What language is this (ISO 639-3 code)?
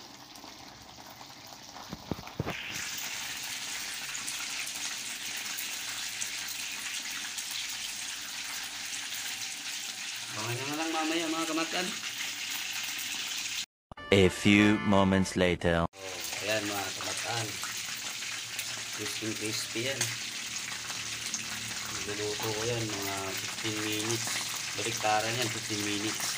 fil